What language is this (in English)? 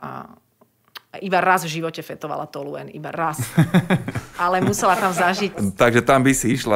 Slovak